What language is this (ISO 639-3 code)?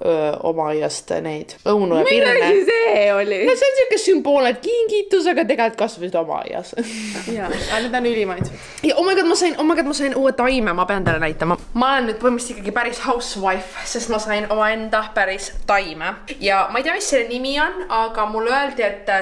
est